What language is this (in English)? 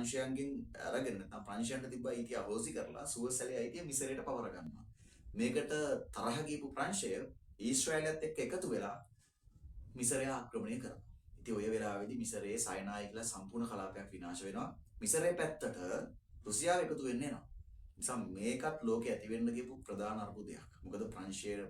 Sinhala